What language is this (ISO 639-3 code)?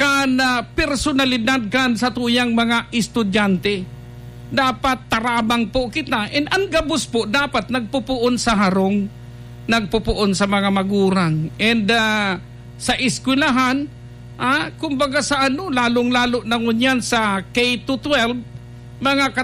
bik